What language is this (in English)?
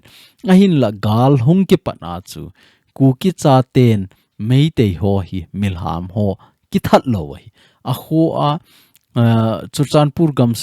Thado Chin